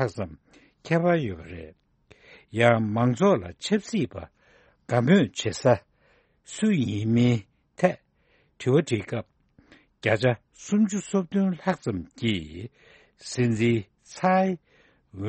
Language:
Tibetan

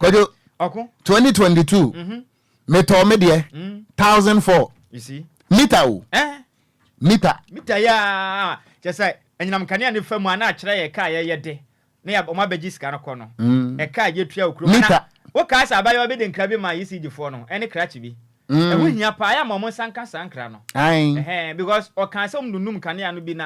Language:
Akan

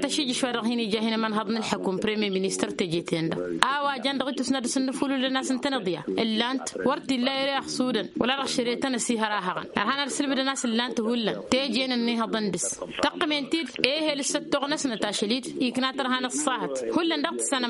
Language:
Tamasheq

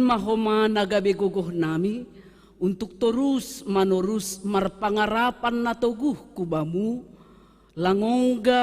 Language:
Batak Simalungun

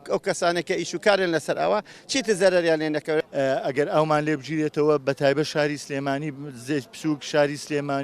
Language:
Central Kurdish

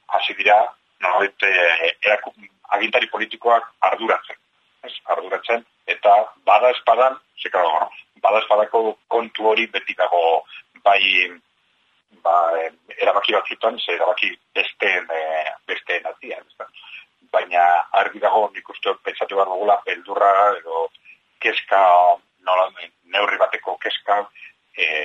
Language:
Basque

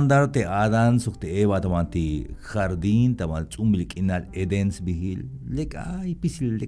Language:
Tzeltal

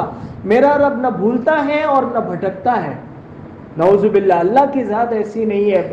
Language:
Urdu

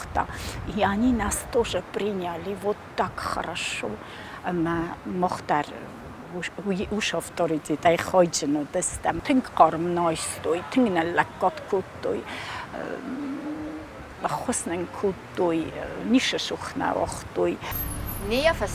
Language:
Ossetic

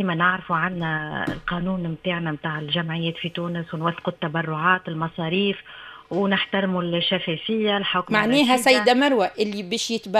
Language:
Tunisian Arabic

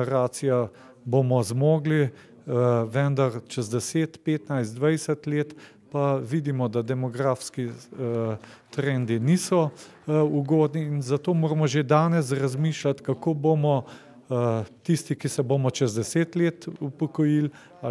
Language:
Slovenian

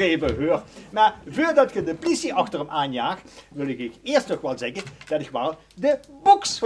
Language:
Limburgish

